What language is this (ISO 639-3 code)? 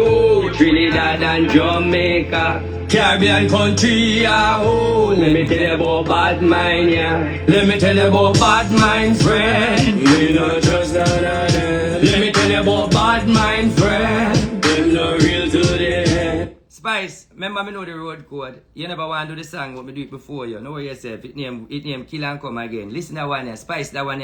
jam